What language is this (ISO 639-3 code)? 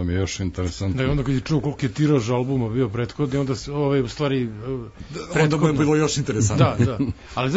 srp